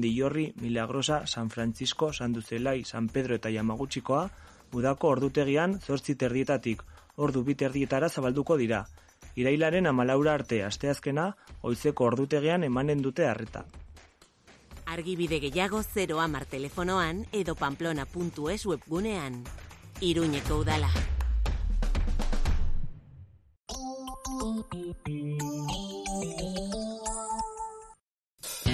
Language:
Basque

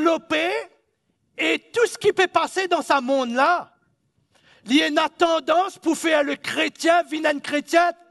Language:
Morisyen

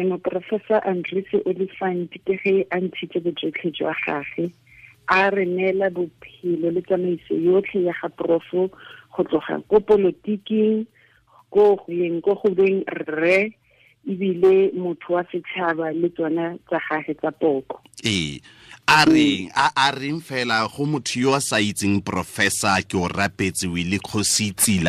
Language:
Tswana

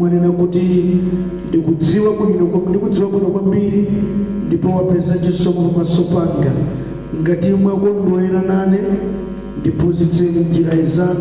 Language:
Nyanja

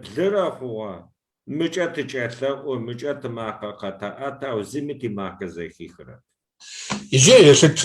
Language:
Kabardian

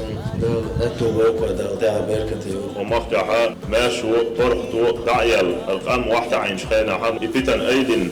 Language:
Chechen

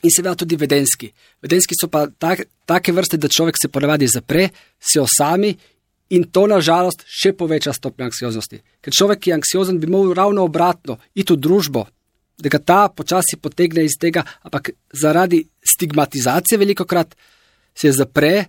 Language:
Slovenian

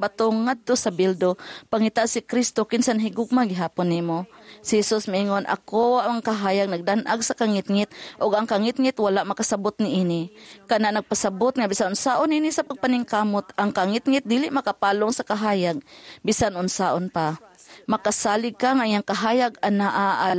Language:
Cebuano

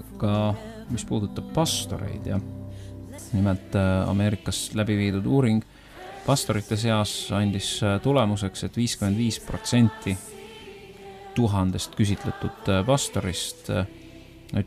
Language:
Estonian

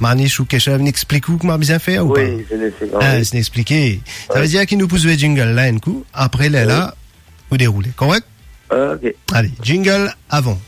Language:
Morisyen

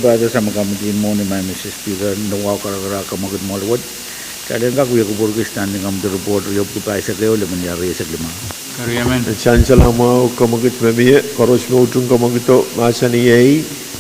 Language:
Pohnpeian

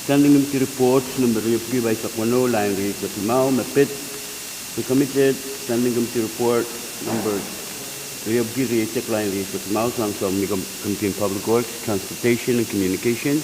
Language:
Pohnpeian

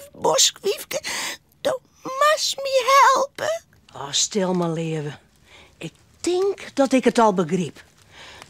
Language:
Western Frisian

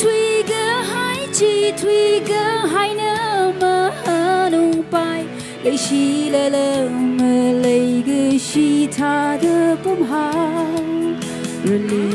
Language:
Tangkhul Naga (India)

